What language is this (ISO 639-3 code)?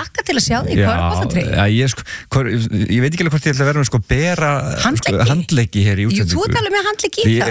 isl